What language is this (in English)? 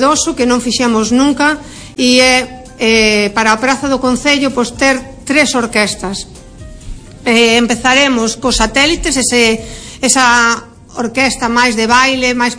Galician